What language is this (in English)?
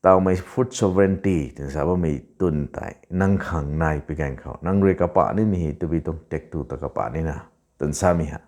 Rongmei Naga